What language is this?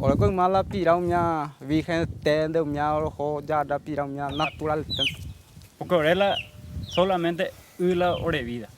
Guarani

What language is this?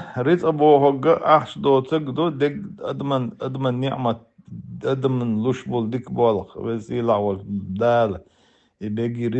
Chechen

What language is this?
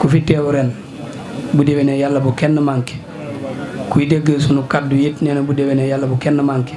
Wolof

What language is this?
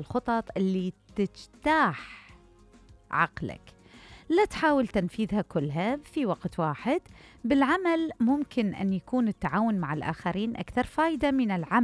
Mesopotamian Arabic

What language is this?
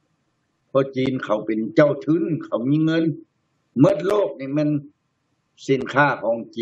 Thai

